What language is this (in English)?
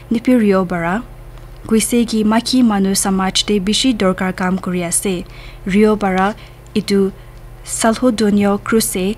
Naga Pidgin